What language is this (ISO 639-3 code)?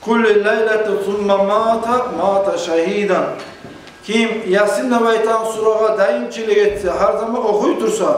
kum